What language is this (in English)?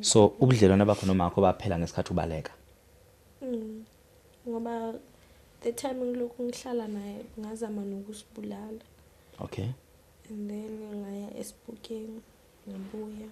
Zulu